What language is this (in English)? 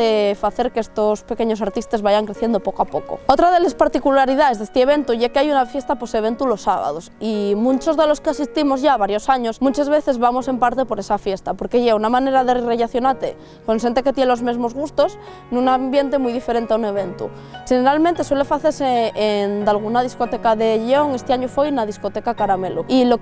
Asturian